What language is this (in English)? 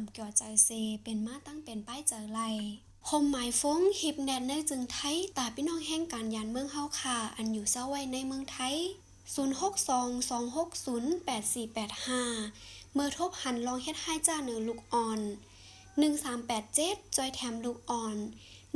Shan